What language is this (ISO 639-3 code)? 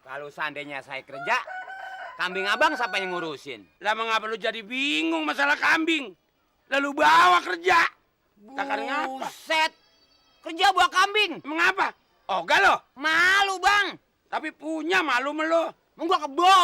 bew